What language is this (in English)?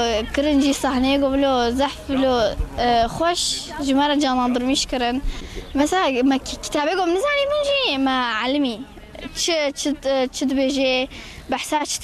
Kurdish